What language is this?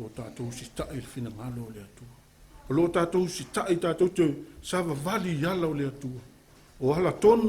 Samoan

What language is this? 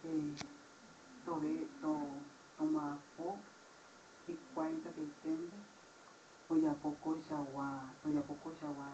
Guarani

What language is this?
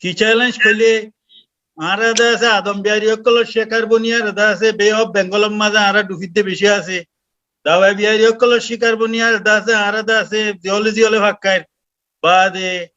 Rohingya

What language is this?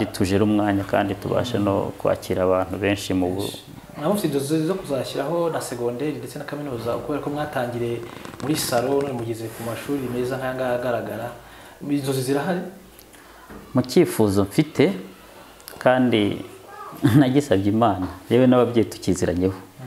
Kinyarwanda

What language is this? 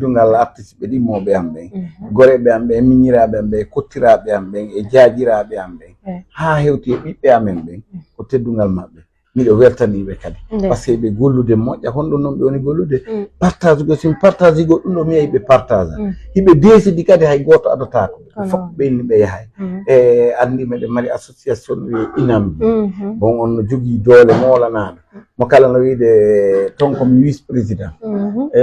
Fula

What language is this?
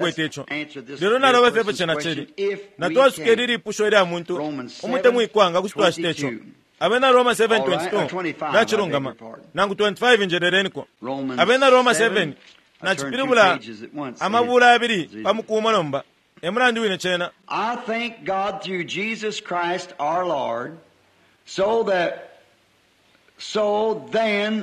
Bemba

